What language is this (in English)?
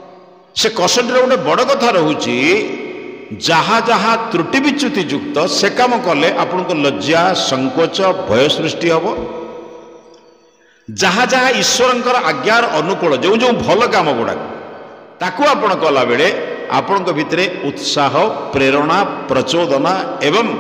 Odia